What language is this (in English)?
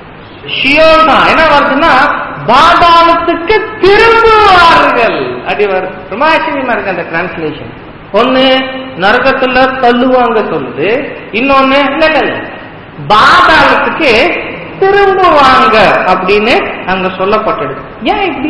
Tamil